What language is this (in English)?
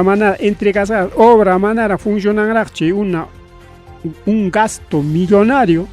Ayacucho Quechua